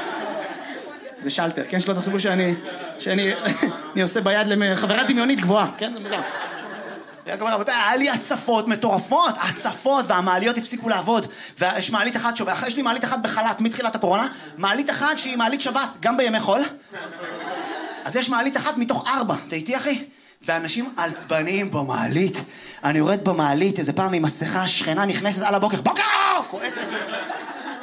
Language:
Hebrew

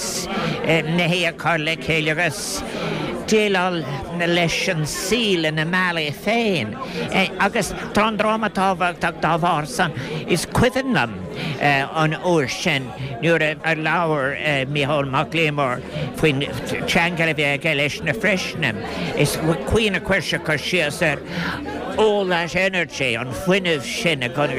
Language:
Irish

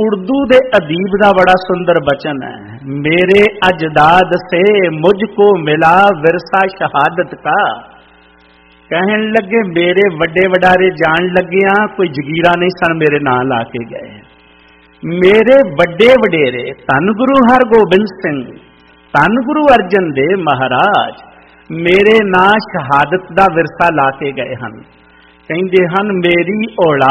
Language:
Punjabi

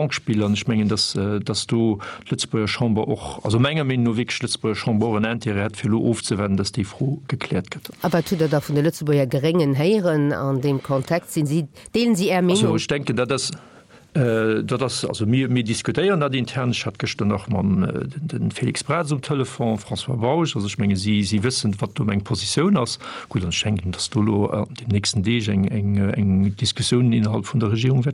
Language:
Luxembourgish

